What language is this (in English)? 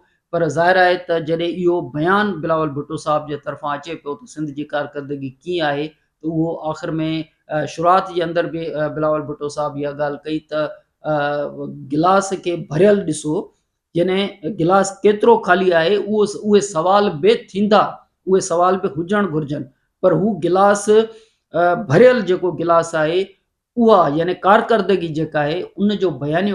Sindhi